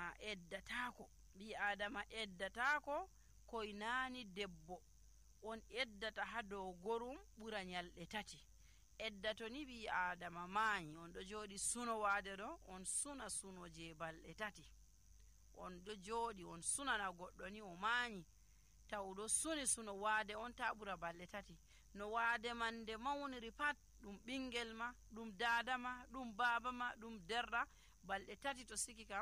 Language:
Nigerian Fulfulde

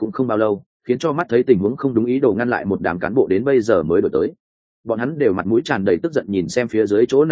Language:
Vietnamese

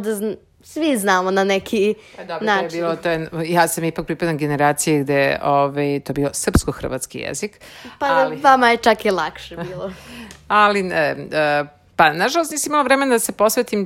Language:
Serbian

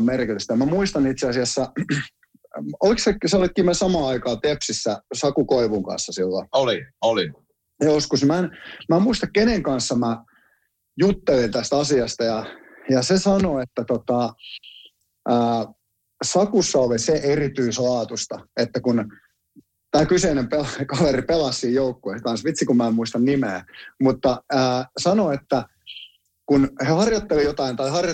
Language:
Finnish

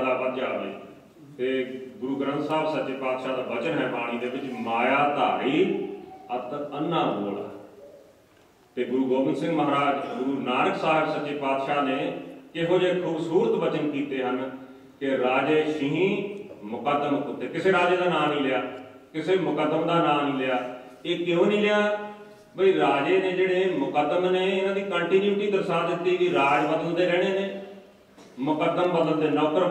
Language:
Punjabi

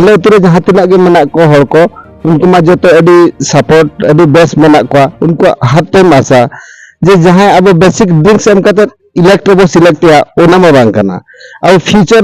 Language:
Santali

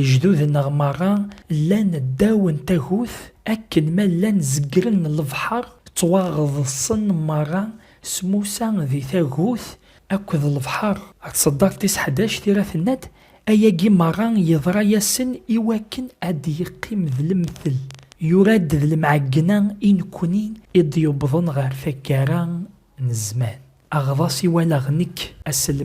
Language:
Kabyle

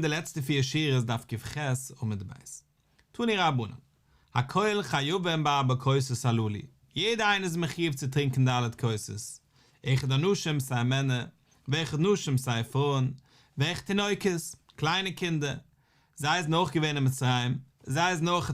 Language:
Yiddish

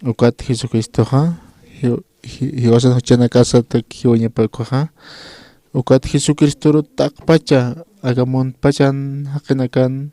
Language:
Aymara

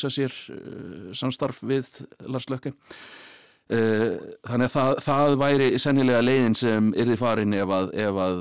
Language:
Icelandic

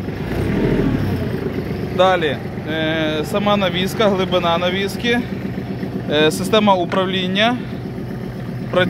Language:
Ukrainian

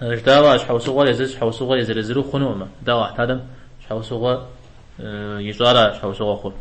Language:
Kabardian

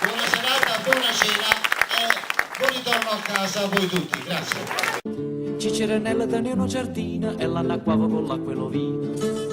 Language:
Neapolitan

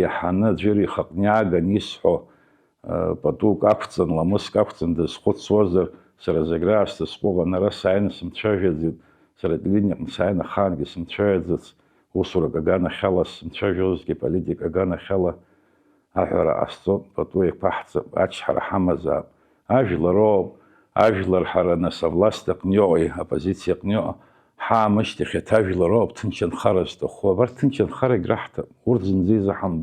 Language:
Abkhazian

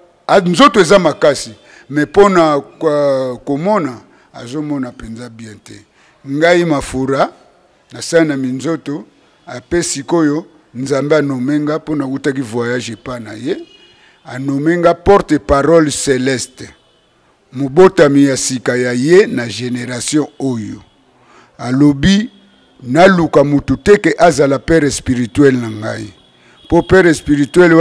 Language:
Lingala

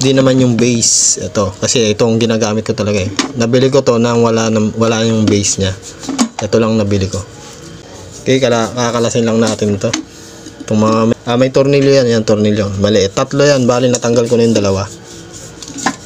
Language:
Filipino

